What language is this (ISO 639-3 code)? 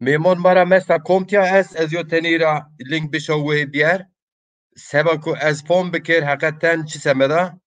zza